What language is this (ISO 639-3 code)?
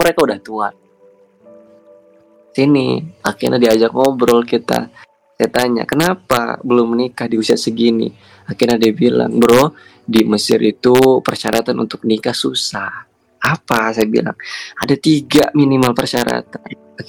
ind